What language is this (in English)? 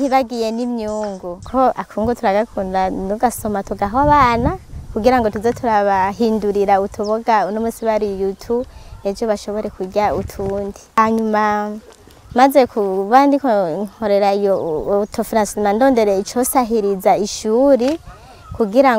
Rundi